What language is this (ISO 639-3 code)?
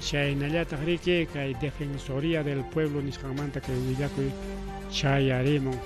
quy